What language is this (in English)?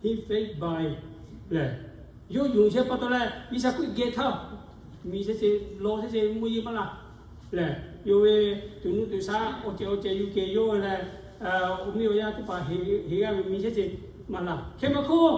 Lahu